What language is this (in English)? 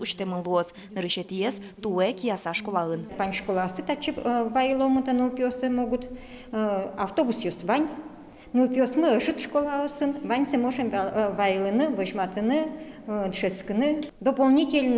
Udmurt